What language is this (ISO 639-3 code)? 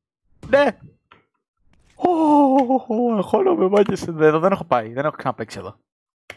ell